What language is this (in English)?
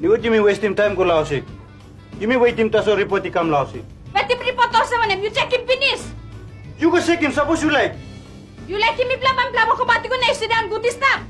Tok Pisin